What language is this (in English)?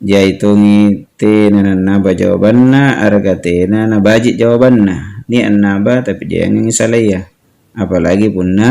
Makasar